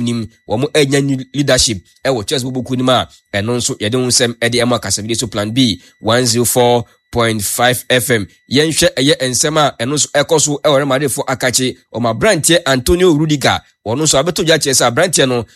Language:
Akan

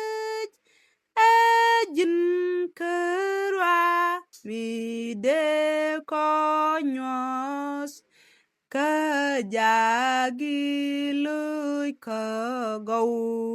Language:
Nuer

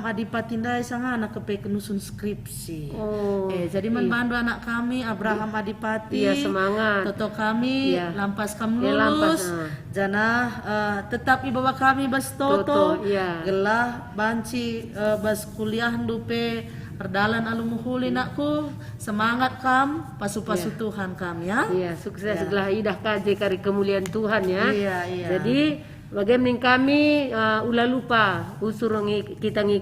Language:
Batak Karo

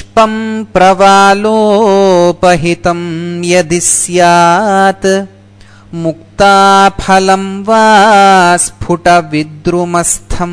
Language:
Sanskrit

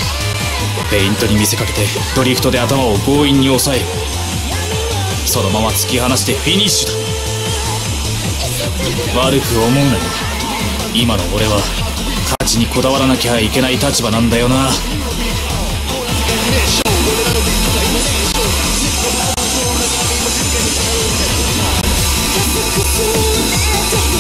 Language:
Japanese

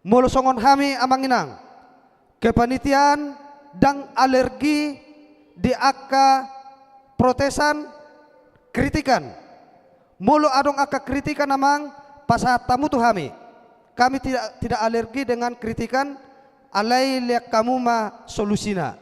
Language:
Batak Toba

